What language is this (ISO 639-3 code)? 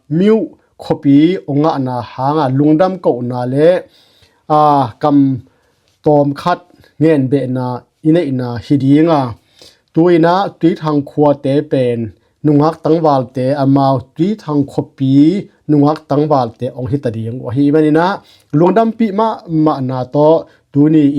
ctd